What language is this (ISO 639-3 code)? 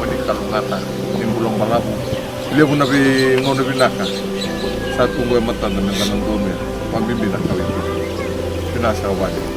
fij